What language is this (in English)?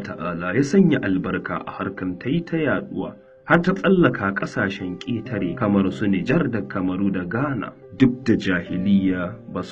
Hausa